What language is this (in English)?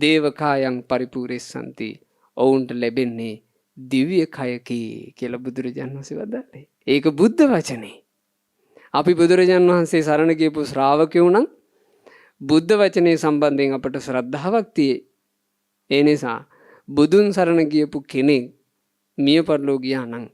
Sinhala